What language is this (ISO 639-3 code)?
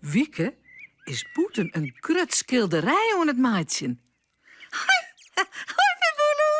fry